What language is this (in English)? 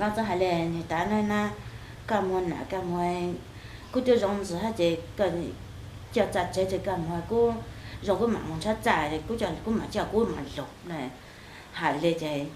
Hmong